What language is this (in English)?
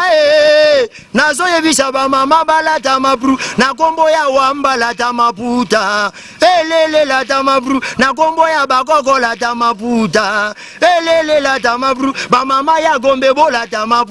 Lingala